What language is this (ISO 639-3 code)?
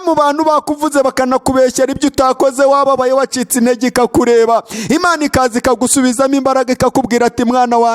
kin